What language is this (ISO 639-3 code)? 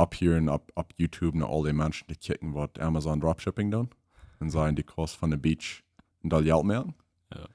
pdt